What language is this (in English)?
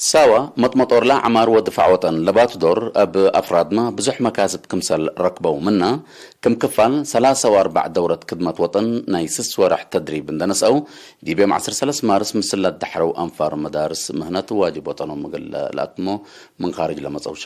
Tigre